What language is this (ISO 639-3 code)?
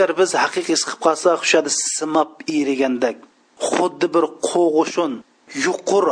uig